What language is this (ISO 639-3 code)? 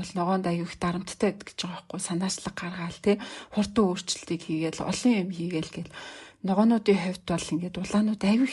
mon